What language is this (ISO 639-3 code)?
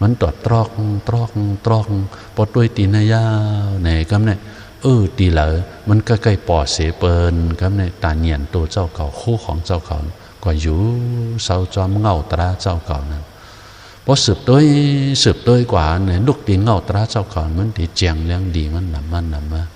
shn